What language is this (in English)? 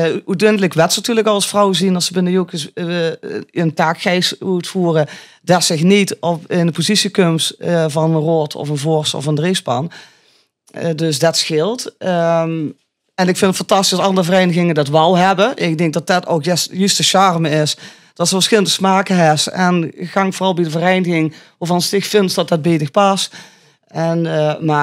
Limburgish